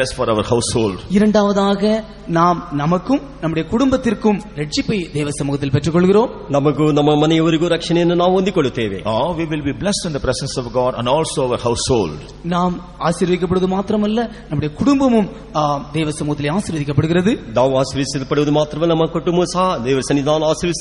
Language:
Tamil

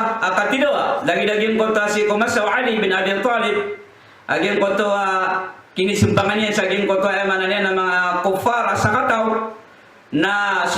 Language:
Maranao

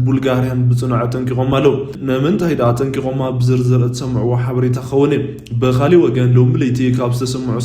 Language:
Tigrinya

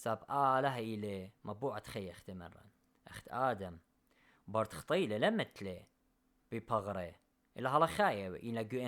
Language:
Assyrian Neo-Aramaic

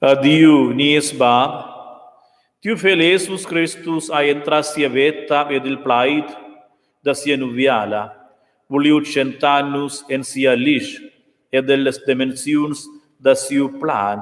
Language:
Romansh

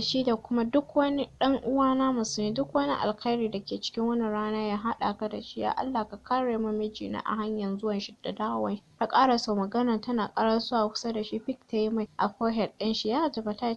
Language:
Hausa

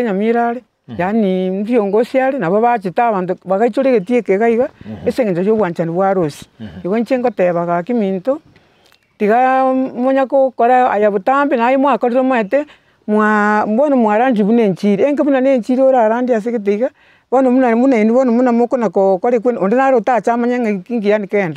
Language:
Gusii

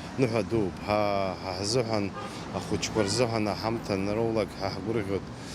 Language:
Abkhazian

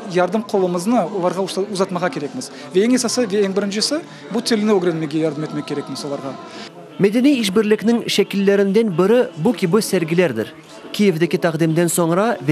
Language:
Crimean Tatar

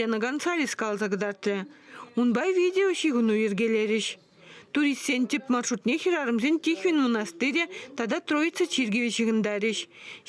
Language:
Chuvash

